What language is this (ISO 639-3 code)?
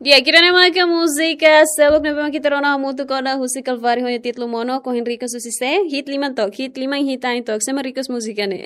tet